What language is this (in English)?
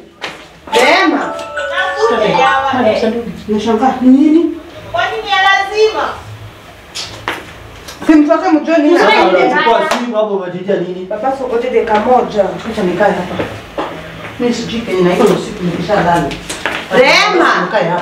Swahili